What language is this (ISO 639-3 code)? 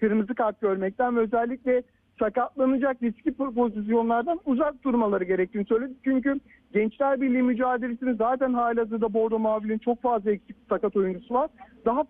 tur